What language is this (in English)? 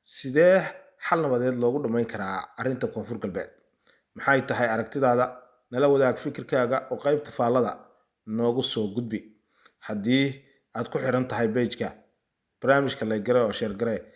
Somali